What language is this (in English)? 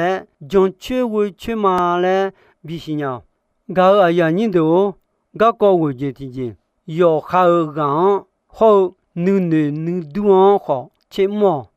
Akha